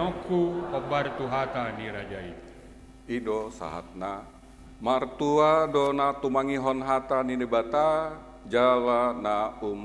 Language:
Batak Toba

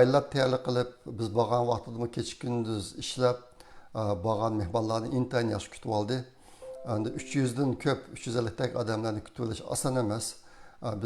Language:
Uyghur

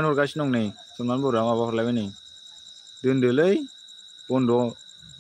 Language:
Bodo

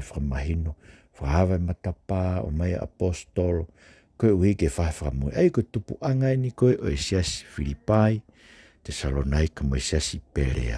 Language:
Tongan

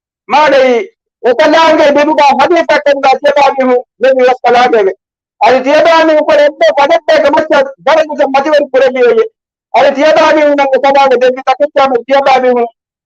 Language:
Divehi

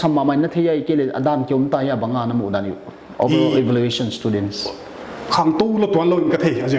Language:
Paite Chin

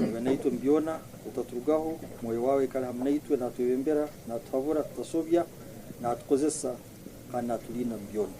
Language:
Tooro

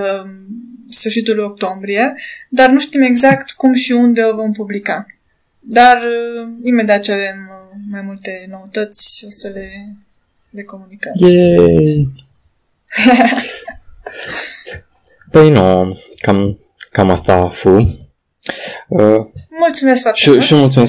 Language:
Romanian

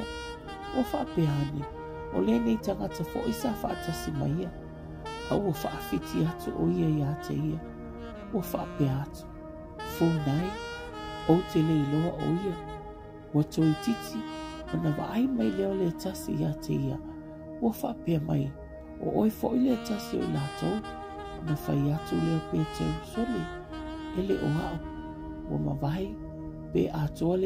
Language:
Samoan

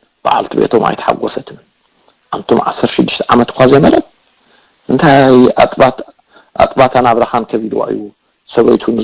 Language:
Tigrinya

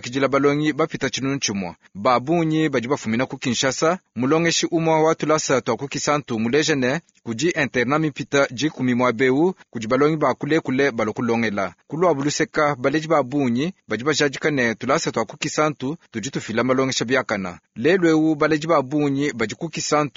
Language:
Luba-Lulua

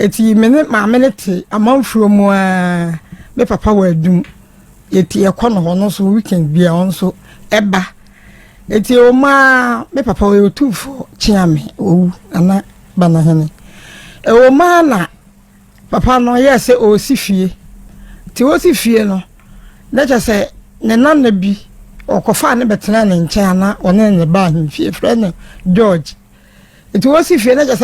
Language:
Akan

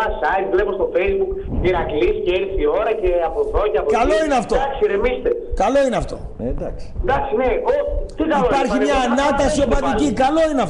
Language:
Greek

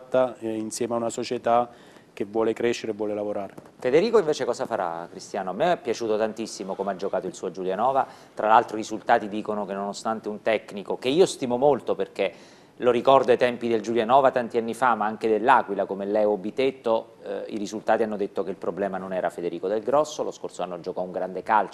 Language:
Italian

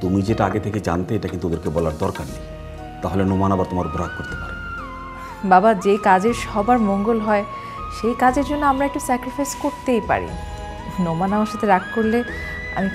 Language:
Bangla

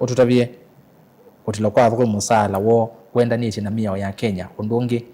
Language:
Kamba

